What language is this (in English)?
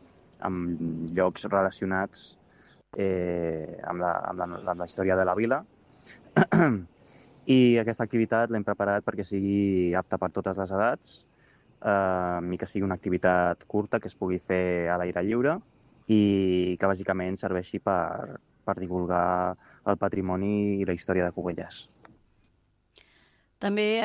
Catalan